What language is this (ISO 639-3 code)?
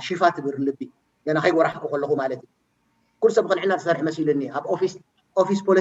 tir